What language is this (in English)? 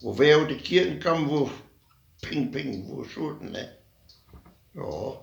Westphalien